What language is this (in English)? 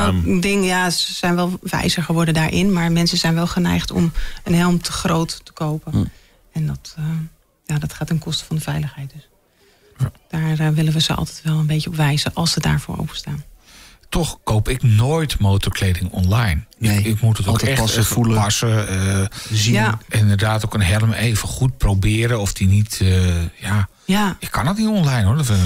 Dutch